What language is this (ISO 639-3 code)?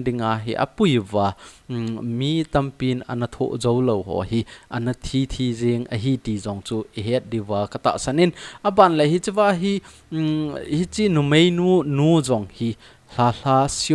tcz